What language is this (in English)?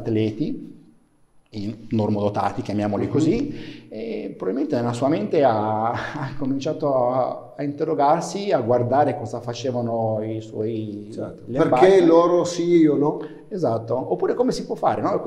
Italian